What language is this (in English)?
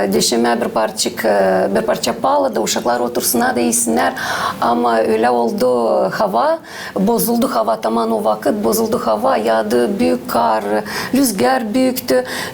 Gagauz